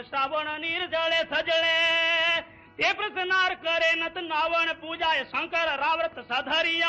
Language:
Gujarati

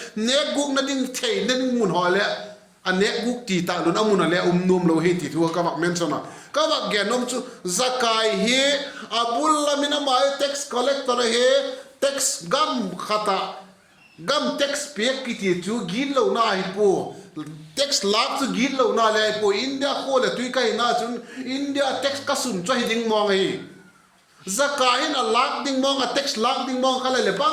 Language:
Vaiphei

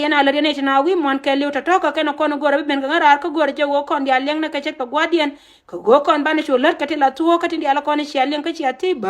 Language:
Nuer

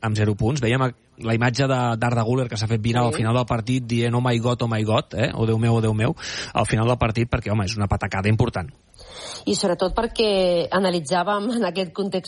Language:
Catalan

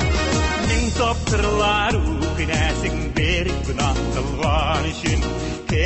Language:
Tatar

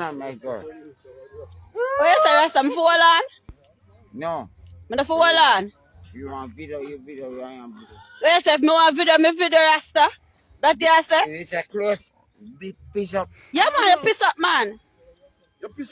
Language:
Jamaican Creole English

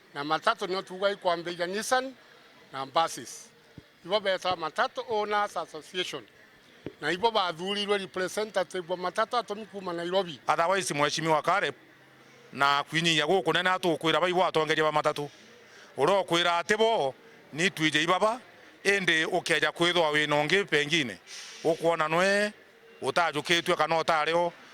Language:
Meru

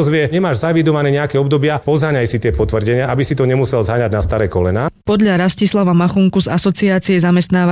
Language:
Slovak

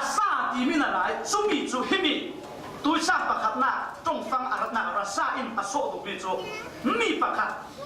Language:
Falam Chin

